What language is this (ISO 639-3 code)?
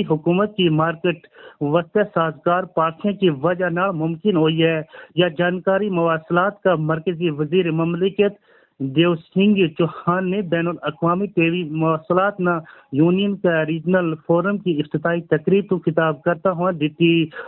gju